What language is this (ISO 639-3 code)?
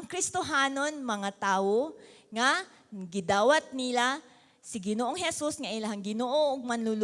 ceb